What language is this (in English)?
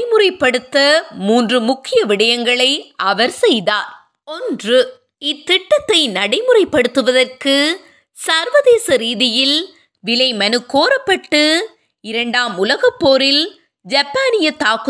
Tamil